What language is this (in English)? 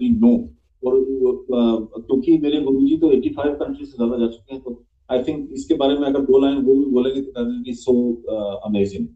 Hindi